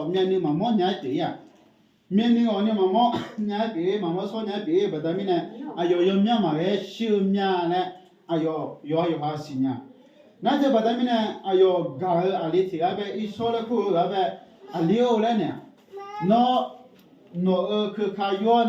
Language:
Akha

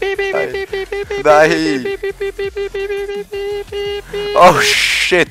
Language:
Swiss German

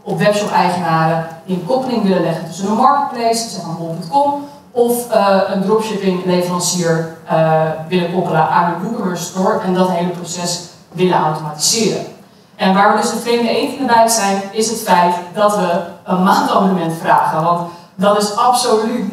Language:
Dutch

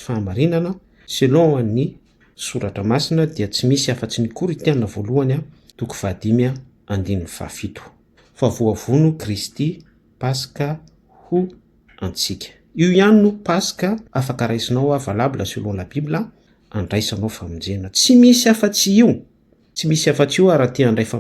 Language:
Malagasy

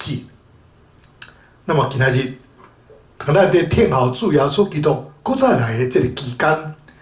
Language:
Min Nan Chinese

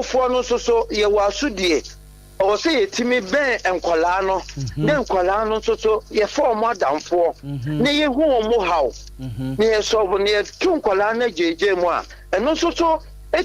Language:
Akan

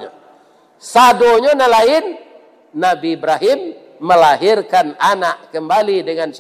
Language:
Minangkabau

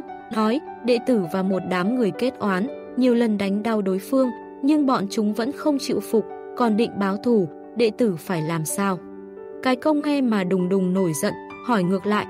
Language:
Vietnamese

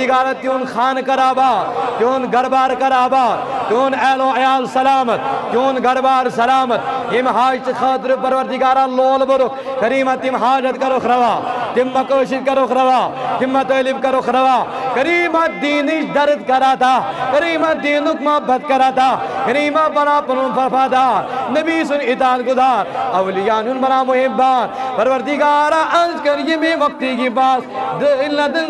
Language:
Kashmiri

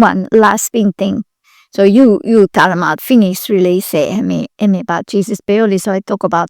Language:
Bislama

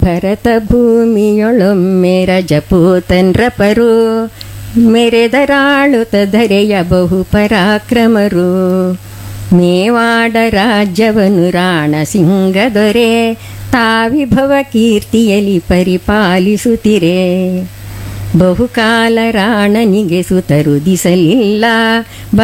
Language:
Kannada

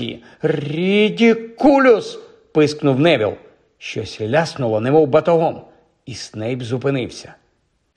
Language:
Ukrainian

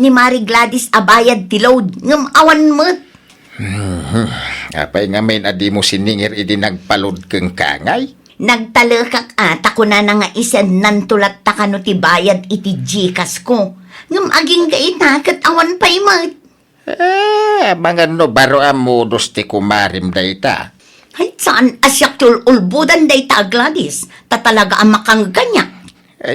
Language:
Iloko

